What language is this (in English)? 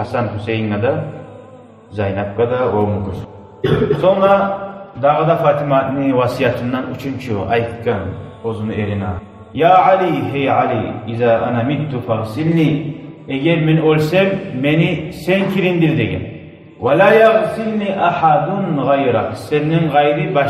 Kumyk